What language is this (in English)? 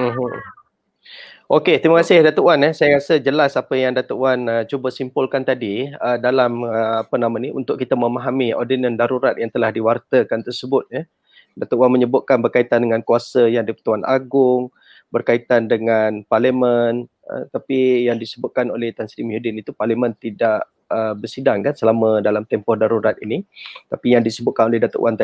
Malay